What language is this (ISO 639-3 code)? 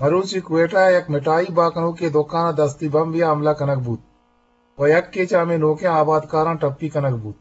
bgp